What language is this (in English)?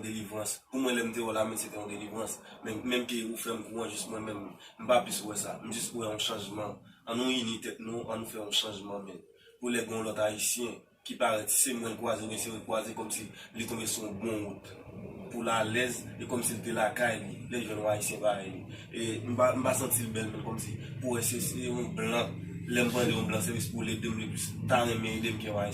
Haitian Creole